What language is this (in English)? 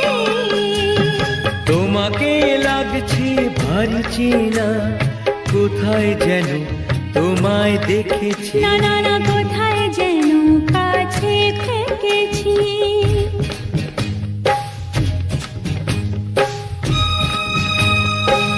Bangla